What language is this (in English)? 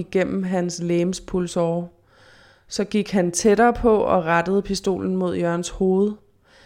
Danish